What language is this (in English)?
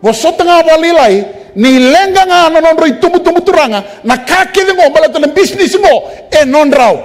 Fijian